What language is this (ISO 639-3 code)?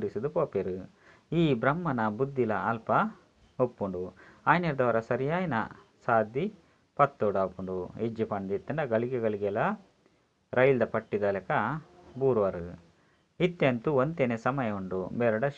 tcy